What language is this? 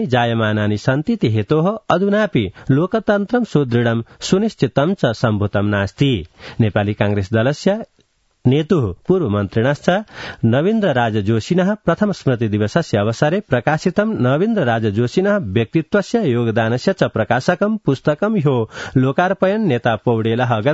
Sanskrit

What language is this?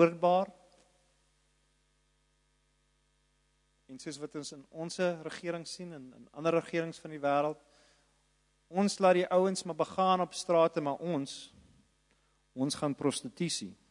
Afrikaans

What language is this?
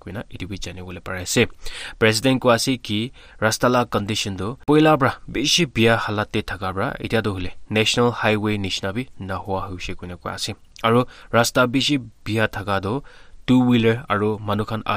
Naga Pidgin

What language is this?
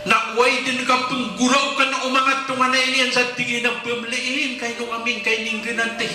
Maranao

